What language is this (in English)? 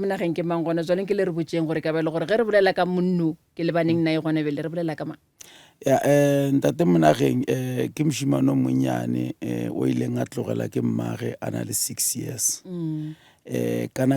Northern Sotho